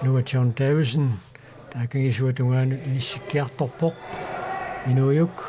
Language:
Kalaallisut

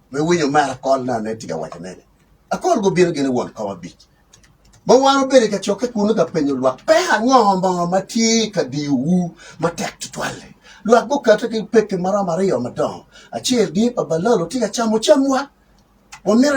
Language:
Acoli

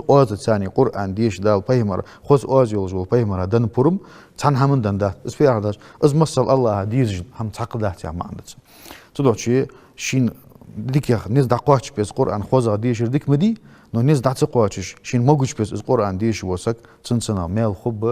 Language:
Ingush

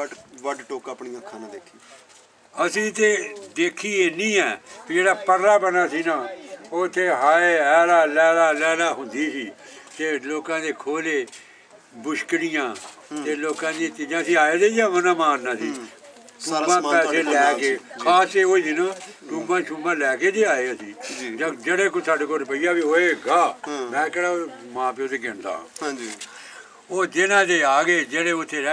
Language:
Punjabi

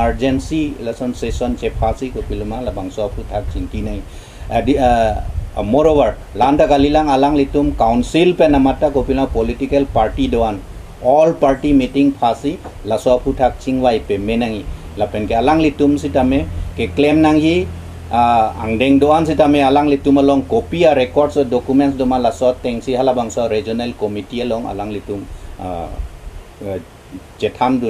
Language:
Karbi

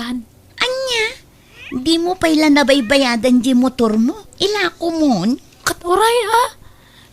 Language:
Iloko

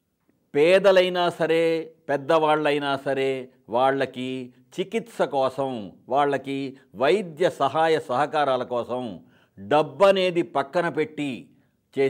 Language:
Telugu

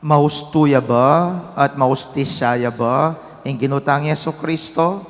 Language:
Pampanga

